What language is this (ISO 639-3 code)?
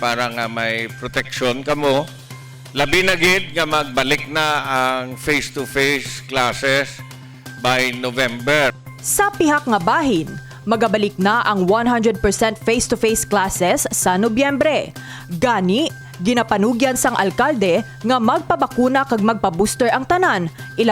hil